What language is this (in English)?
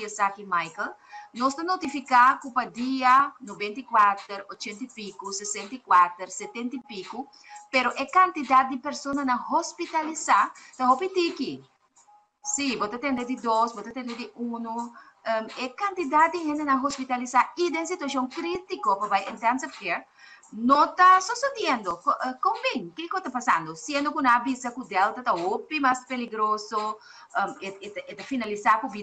Papiamento